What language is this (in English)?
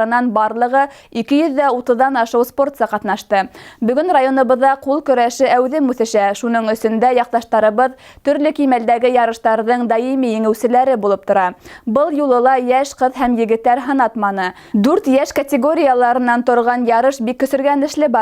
Bashkir